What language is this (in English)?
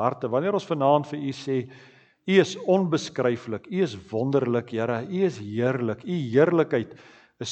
Afrikaans